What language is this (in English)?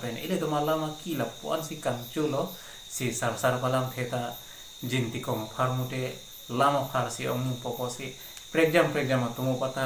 Karbi